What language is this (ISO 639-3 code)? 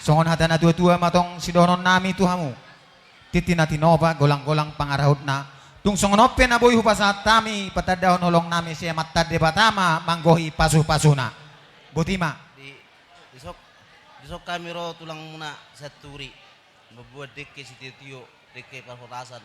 bbc